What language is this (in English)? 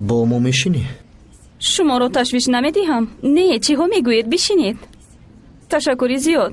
Tajik